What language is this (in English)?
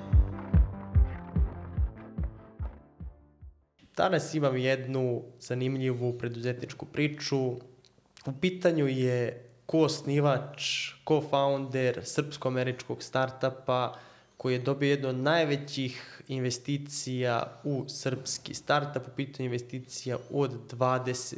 Serbian